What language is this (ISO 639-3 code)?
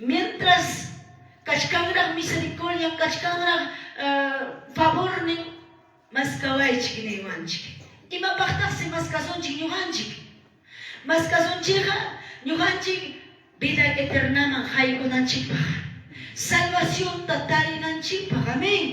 que